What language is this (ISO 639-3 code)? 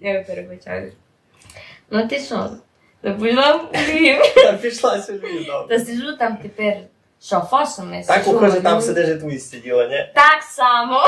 rue